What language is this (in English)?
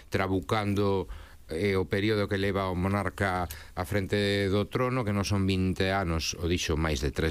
Galician